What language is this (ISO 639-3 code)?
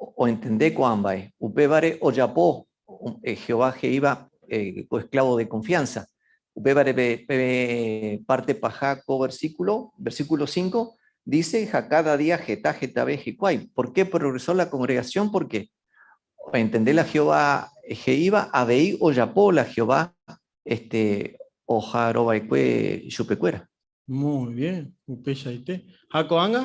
grn